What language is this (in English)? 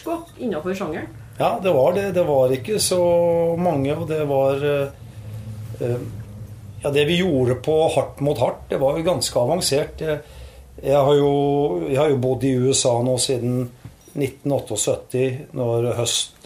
Norwegian